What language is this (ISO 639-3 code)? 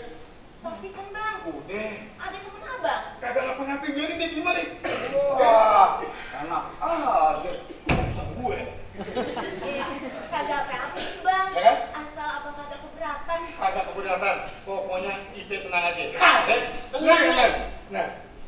bew